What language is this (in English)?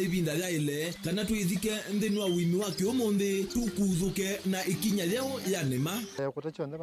Kamba